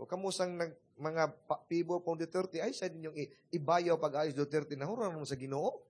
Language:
Cebuano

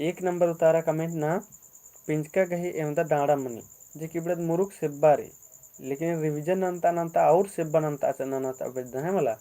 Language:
Kurukh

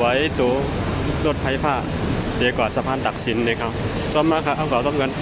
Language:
Shan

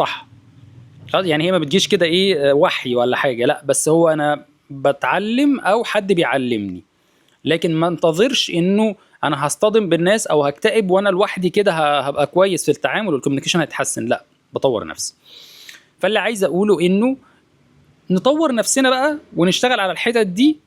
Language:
Egyptian Arabic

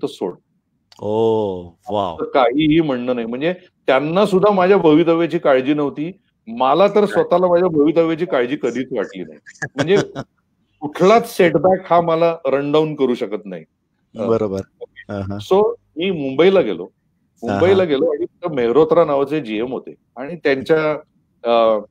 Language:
Marathi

